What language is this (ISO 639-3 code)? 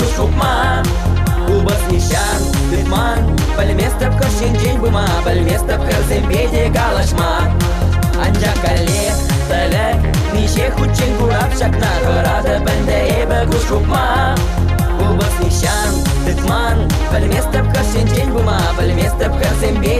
chv